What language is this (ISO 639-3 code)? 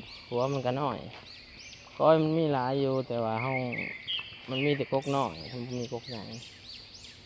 lao